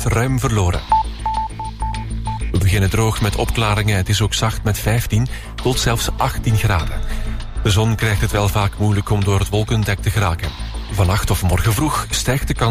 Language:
Dutch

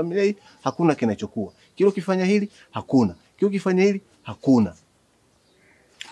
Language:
Swahili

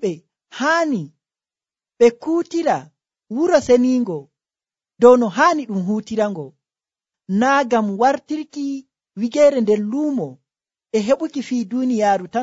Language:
Nigerian Fulfulde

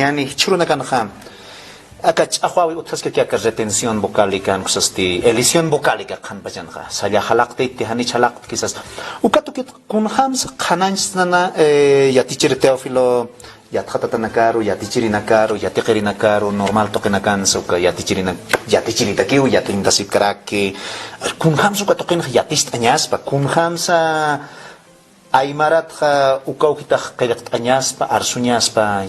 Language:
Aymara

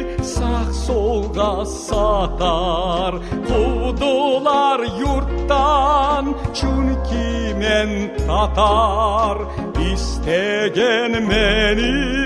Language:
Crimean Tatar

